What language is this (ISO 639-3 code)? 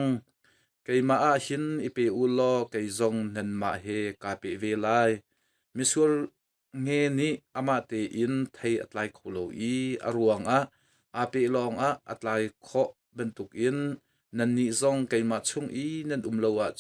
cnh